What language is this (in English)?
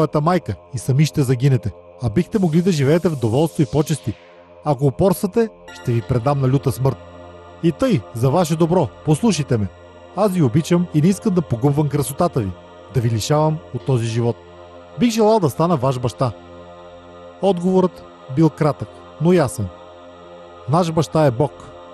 Bulgarian